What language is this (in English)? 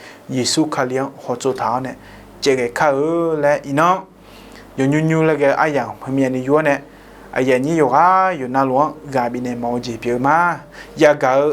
Akha